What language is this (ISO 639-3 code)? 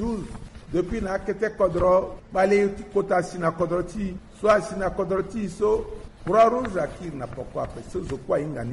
sag